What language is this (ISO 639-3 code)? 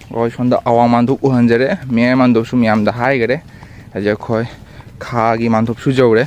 mni